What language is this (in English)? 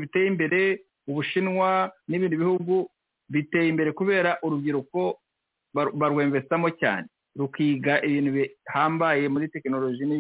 Kinyarwanda